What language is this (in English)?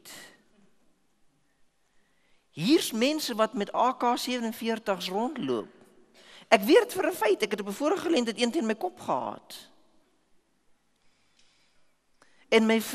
Afrikaans